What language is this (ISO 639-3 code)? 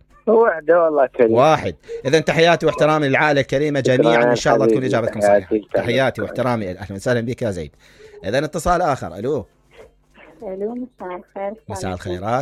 acm